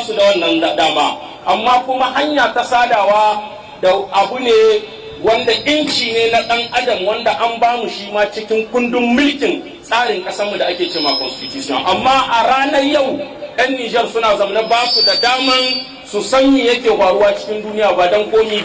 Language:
Hausa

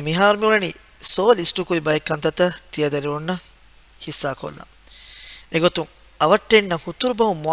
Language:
Divehi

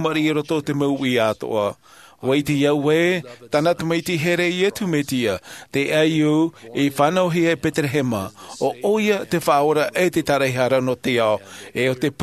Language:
Tahitian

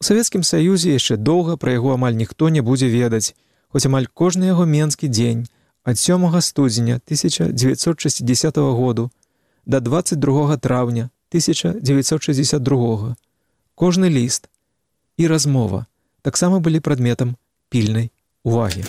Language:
Belarusian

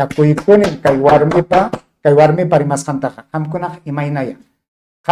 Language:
Ayacucho Quechua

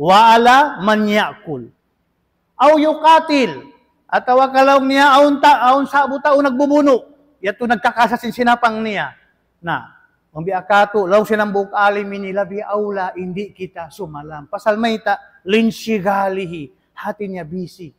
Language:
Tausug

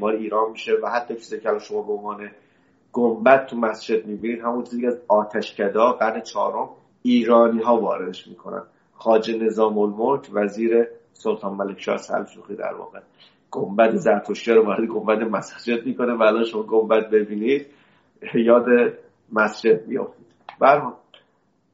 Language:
Persian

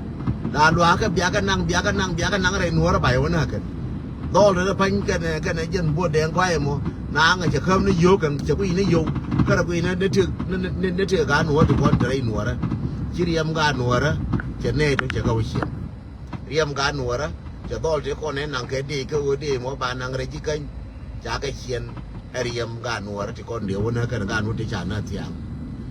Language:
Nuer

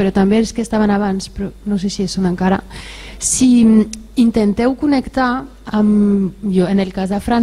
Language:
Catalan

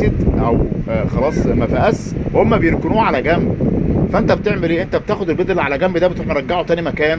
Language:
Egyptian Arabic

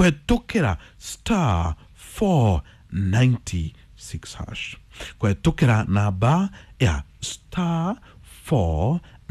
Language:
Kikuyu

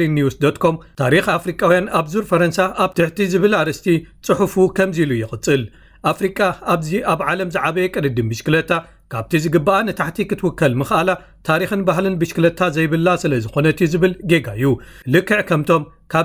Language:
Tigrinya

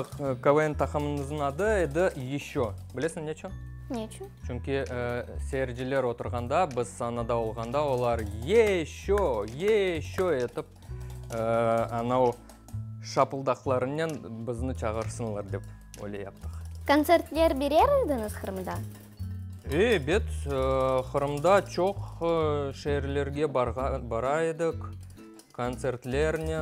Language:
Crimean Tatar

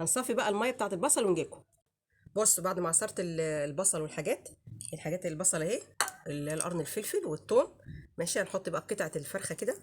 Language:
Egyptian Arabic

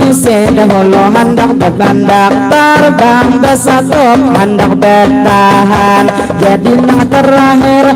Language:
Banjar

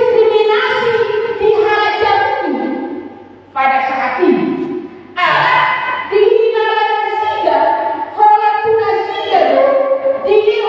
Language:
Batak Toba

